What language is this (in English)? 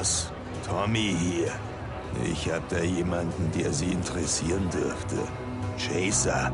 Bavarian